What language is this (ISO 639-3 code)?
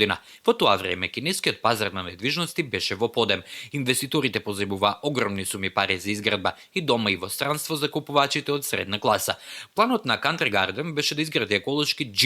mkd